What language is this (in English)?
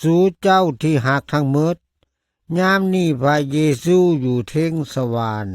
Lao